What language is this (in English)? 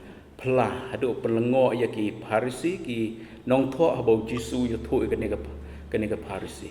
Khasi